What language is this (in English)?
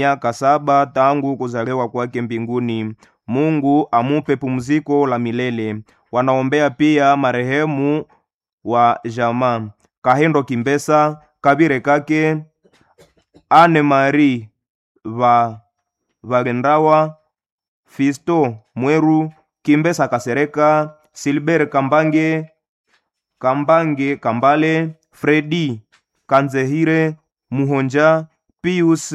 Swahili